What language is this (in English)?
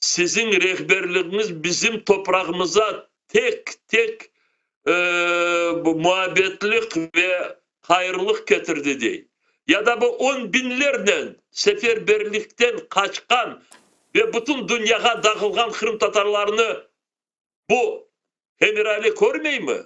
Crimean Tatar